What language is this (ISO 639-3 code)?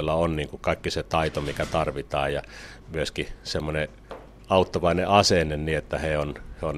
fin